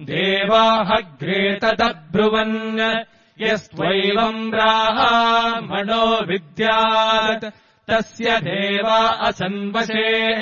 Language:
Sanskrit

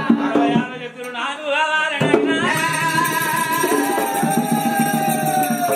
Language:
Telugu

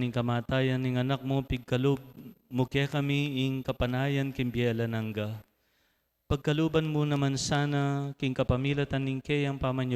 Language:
Pampanga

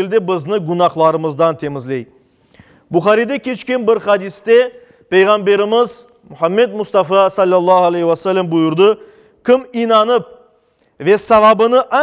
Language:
Crimean Tatar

